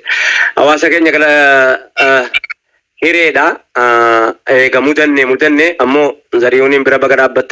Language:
Oromo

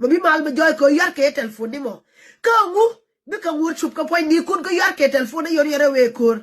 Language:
Nuer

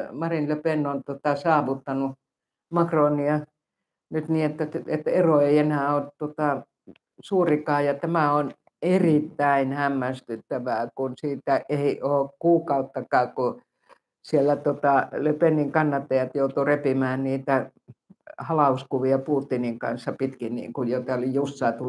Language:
Finnish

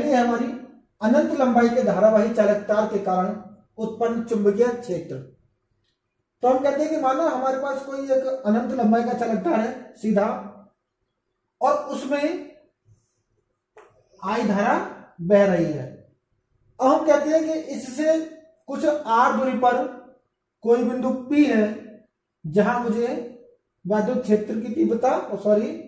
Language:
Hindi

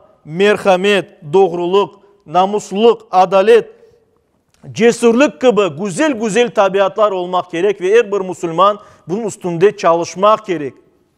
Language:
Crimean Tatar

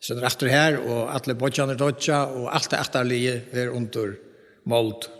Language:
Faroese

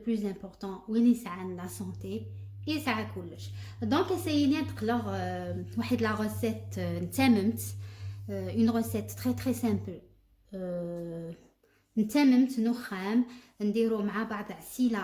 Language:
Algerian Arabic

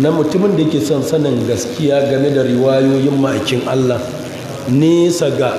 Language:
Hausa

